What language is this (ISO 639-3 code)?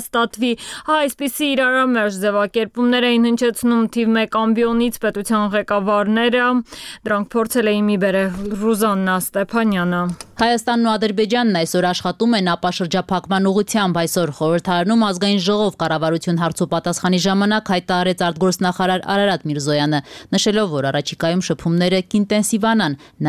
hye